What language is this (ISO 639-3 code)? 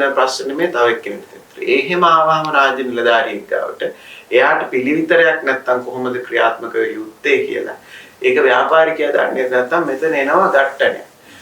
sin